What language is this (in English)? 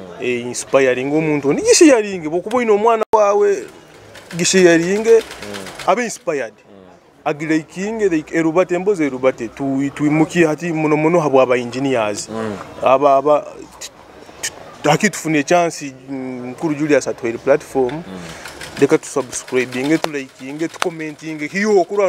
Nyoro